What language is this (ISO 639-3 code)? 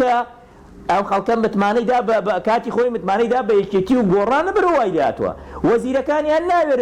ckb